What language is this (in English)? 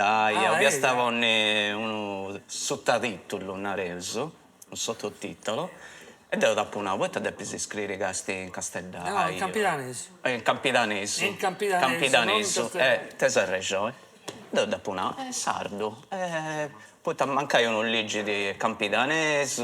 Sardinian